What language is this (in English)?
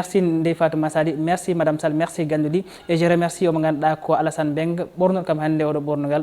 Fula